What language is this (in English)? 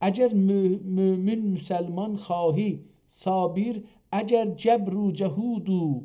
South Azerbaijani